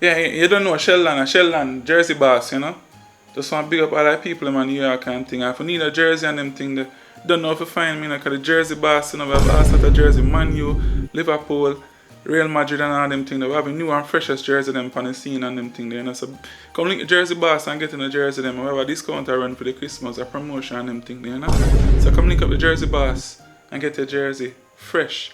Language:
Jamaican Creole English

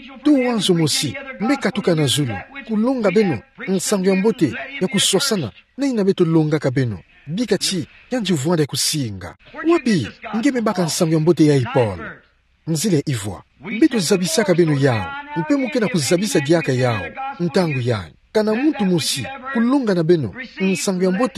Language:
Kituba (Democratic Republic of Congo)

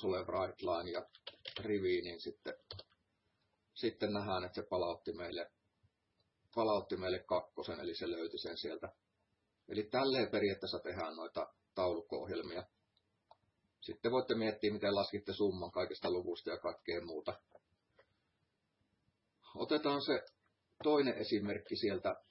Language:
Finnish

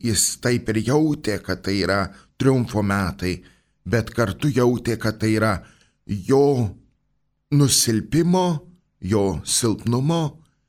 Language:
Lithuanian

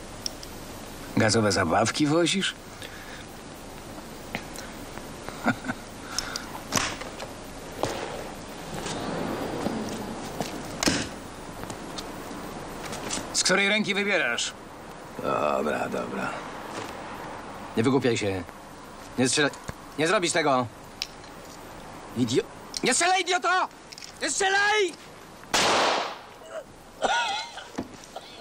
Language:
Polish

